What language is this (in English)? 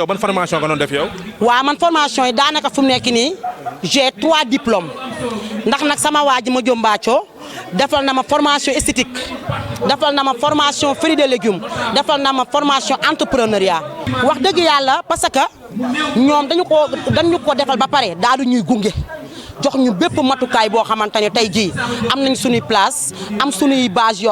Wolof